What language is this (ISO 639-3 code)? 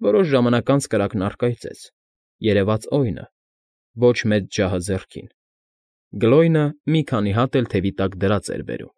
hye